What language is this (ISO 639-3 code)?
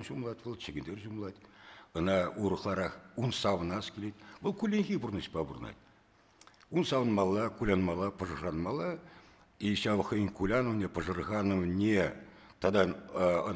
chv